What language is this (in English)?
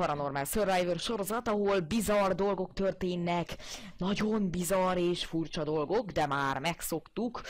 Hungarian